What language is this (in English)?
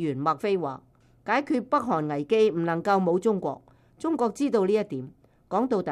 Cantonese